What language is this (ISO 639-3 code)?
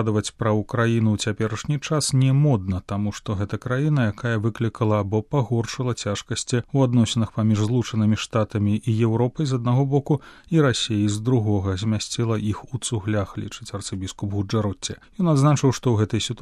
bel